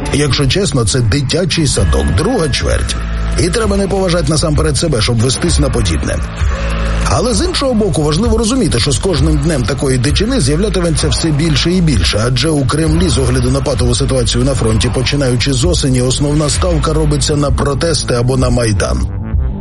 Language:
Ukrainian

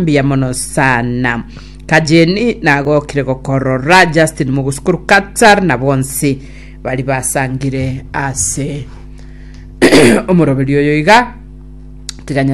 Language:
Gusii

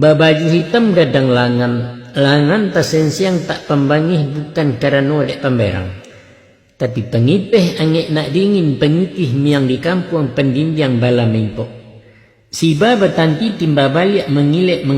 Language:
Minangkabau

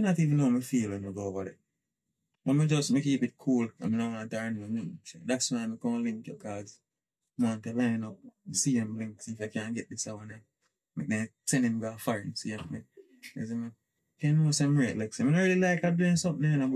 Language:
Jamaican Creole English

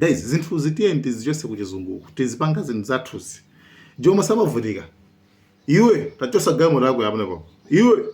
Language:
Nyanja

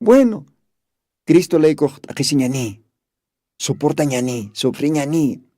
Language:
Aymara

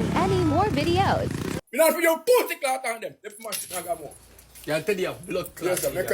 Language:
Jamaican Creole English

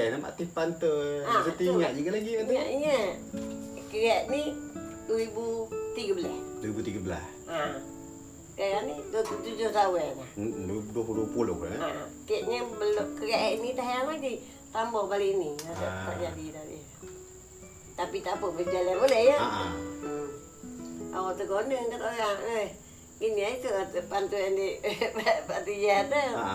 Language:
Malay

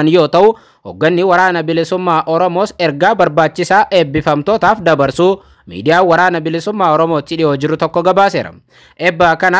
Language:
Oromo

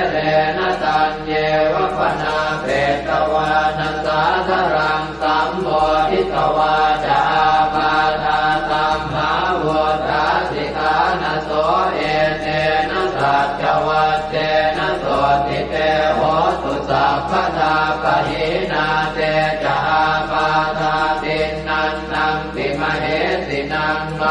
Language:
Pali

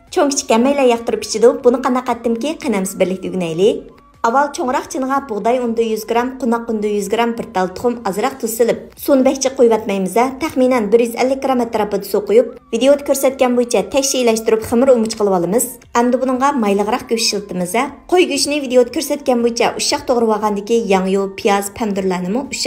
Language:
Uyghur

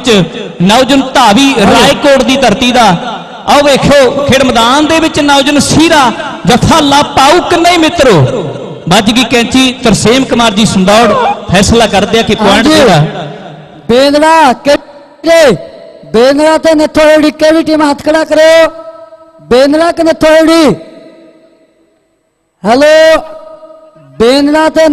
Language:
Punjabi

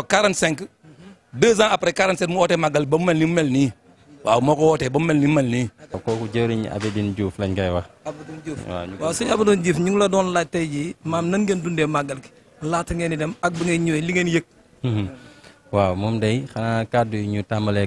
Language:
Wolof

